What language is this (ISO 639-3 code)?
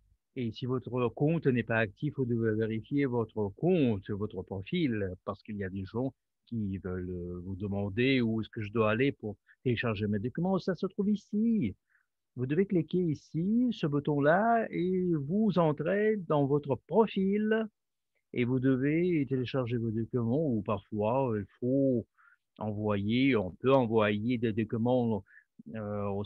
fra